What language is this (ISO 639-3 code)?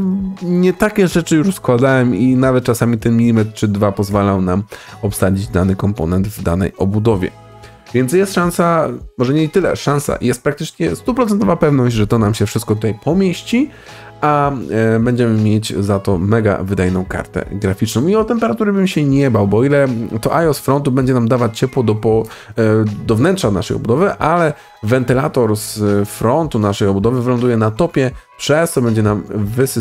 pol